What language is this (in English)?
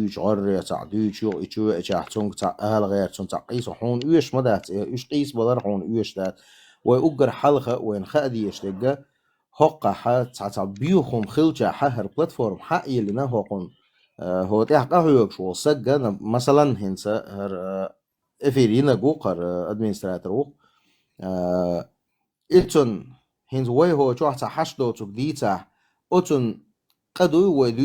Chechen